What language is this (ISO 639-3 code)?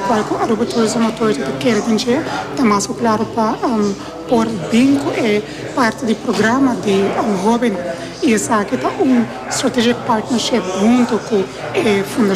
pap